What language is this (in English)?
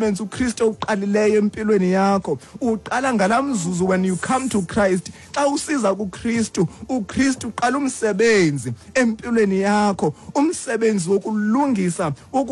Xhosa